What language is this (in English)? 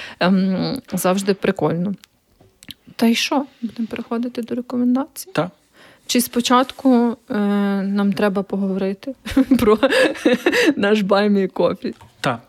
Ukrainian